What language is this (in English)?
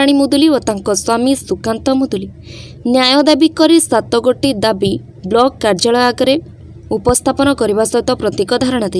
Odia